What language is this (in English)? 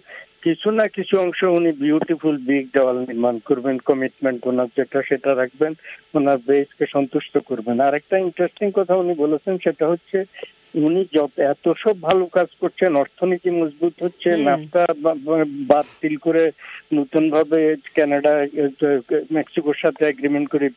Bangla